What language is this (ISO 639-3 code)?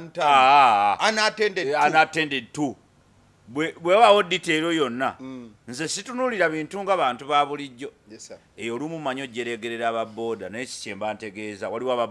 lug